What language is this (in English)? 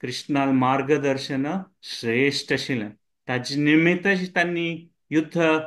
Konkani